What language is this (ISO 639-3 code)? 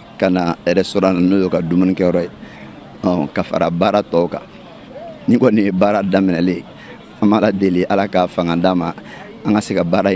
bam